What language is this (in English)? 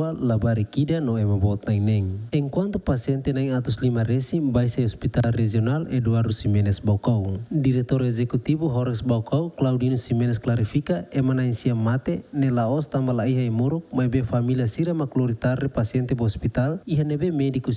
Tetum